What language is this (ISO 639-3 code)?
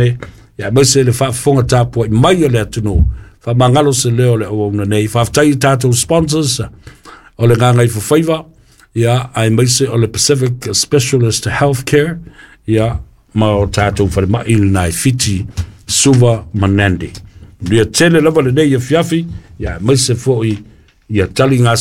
smo